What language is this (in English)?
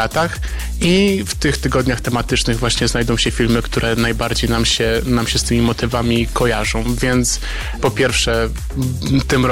Polish